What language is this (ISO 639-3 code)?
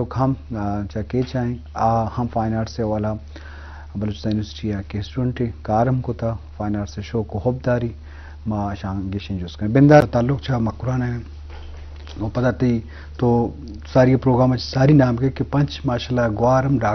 bgp